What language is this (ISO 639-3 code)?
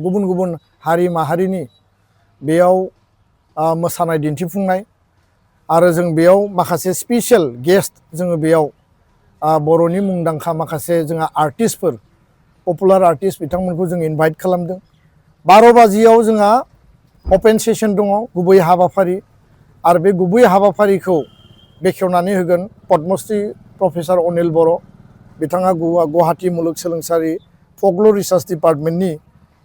brx